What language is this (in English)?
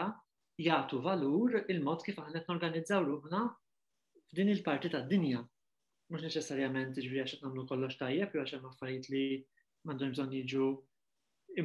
Maltese